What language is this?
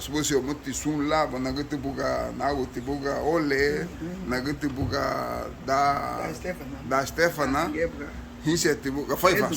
Garifuna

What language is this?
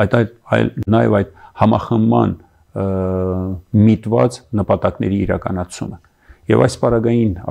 Armenian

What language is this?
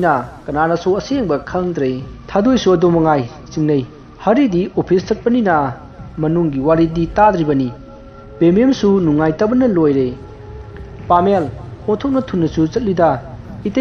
Manipuri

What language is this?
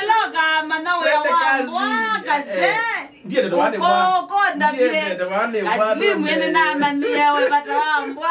Kamba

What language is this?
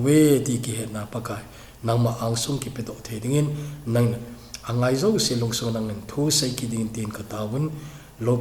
Thado Chin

